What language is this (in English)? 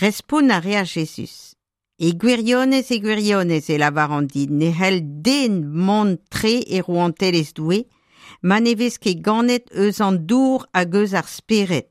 Breton